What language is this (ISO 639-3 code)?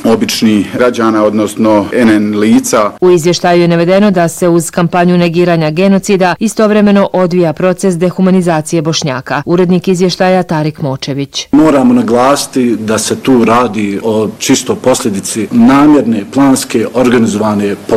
bos